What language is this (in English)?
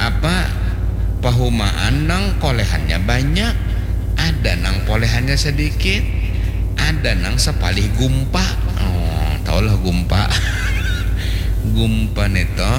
Banjar